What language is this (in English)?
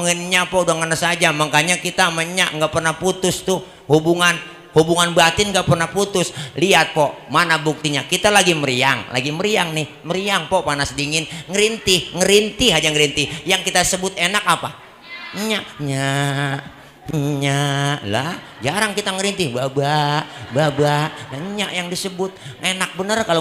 Betawi